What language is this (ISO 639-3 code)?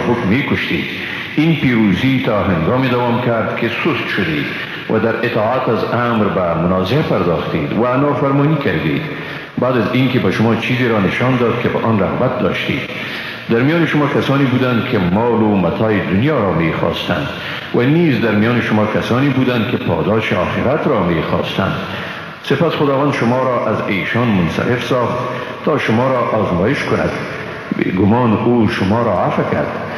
fas